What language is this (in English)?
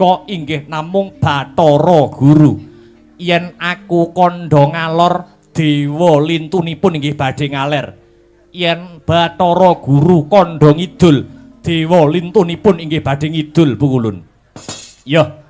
Javanese